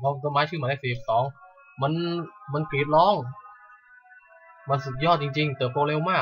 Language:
Thai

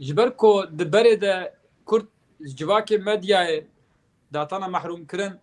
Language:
Kurdish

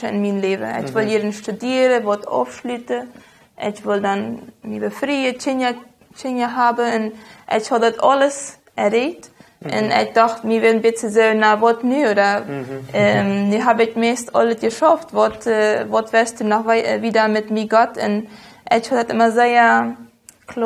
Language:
Plautdietsch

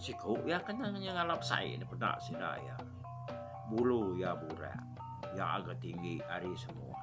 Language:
Iban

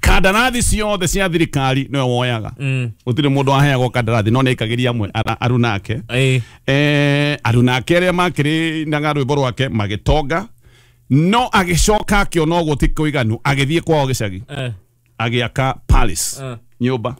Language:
Kikuyu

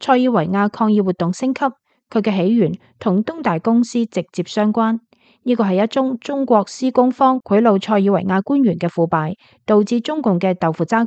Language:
Cantonese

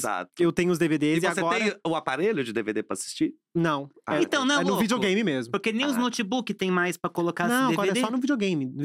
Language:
Portuguese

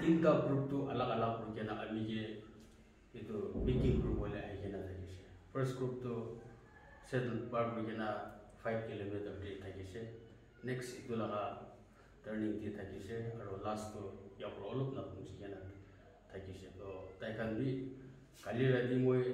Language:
Naga Pidgin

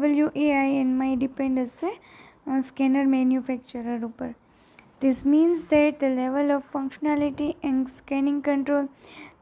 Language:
Gujarati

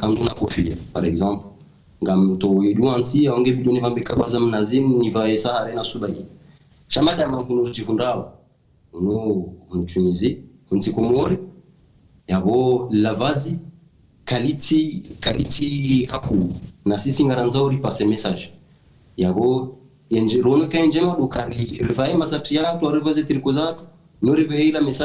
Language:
Ngazidja Comorian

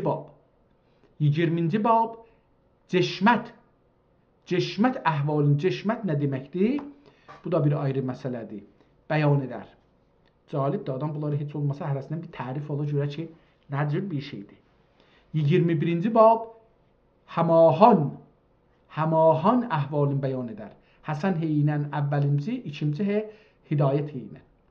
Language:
South Azerbaijani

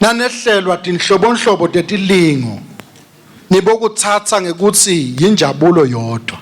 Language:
Swati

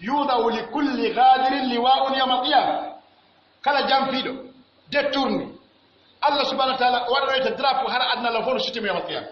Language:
Pular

